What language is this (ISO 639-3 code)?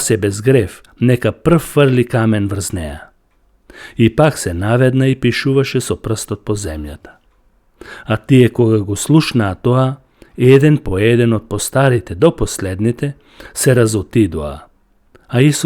mkd